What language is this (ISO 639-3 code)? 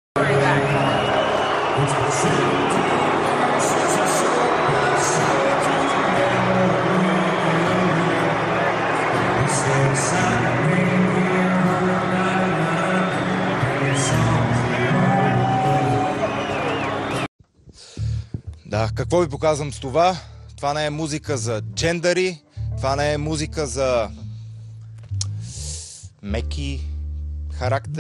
bul